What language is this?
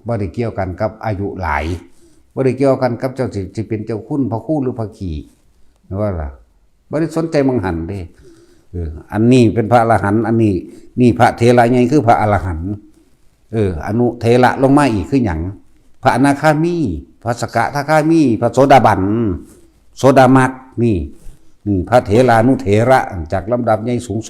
Northeastern Thai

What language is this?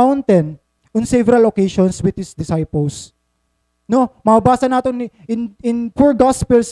Waray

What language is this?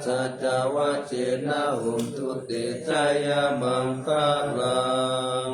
Pali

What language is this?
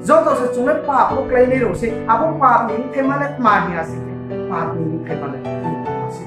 Riang (India)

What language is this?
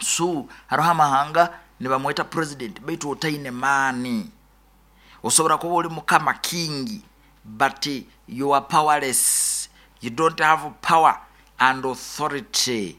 Nyoro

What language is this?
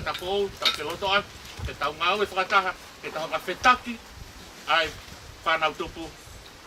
Tongan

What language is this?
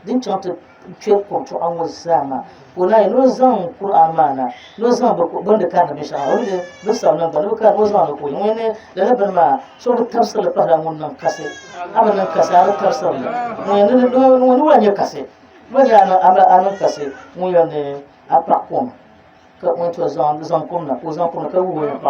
Dagbani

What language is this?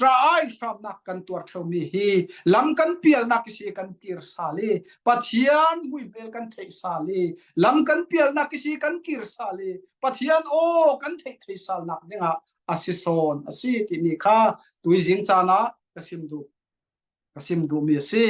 Falam Chin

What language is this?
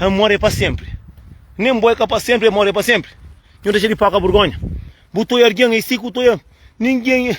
Kabuverdianu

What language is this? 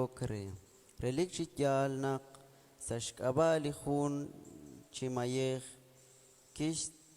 Kekchí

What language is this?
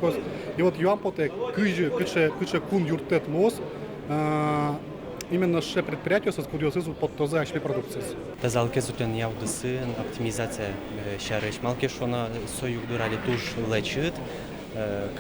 Udmurt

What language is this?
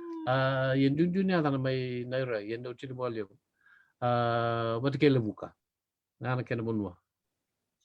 Fijian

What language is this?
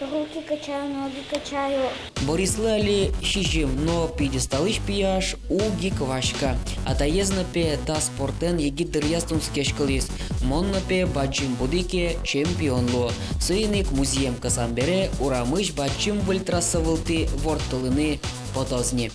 Udmurt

